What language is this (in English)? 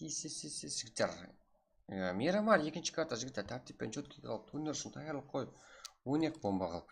Kara-Kalpak